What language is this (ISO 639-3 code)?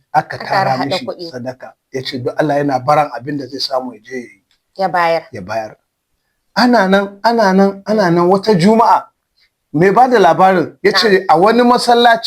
hau